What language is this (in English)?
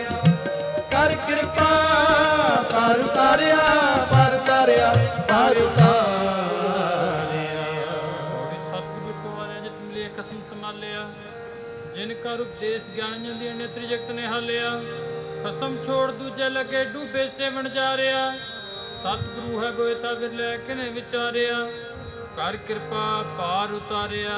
Punjabi